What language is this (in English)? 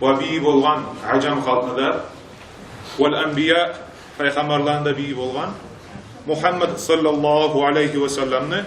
Kumyk